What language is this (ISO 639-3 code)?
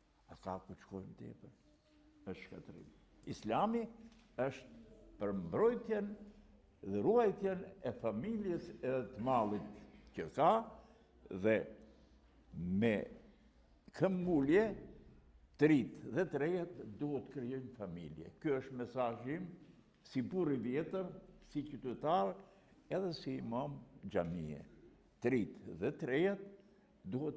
sqi